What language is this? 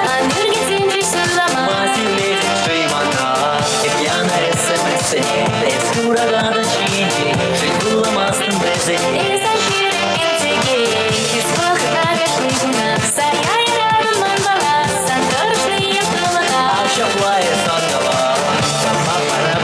Chuvash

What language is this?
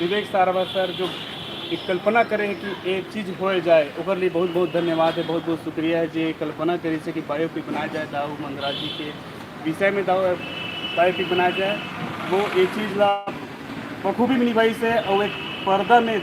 Chhattisgarhi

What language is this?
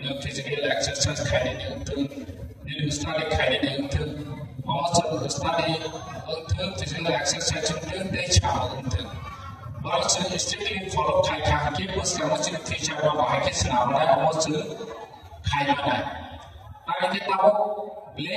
Kok Borok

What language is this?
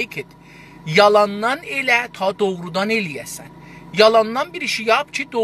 South Azerbaijani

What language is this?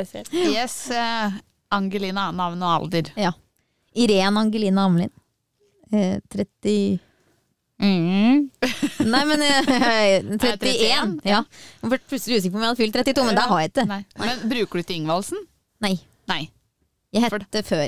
Norwegian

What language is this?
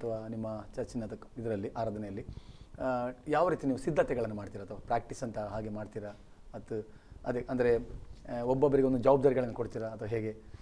Kannada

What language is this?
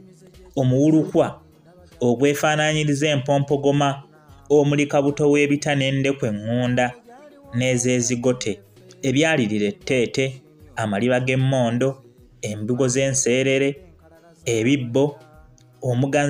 Ganda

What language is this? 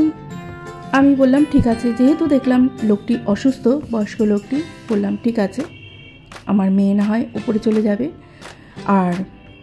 Bangla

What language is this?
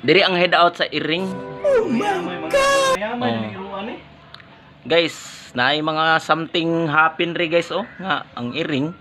Cebuano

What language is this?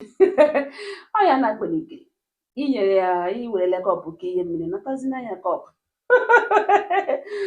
Igbo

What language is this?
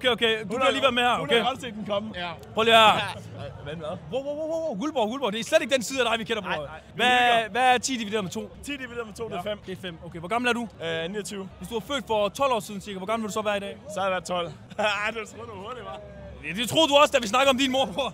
Danish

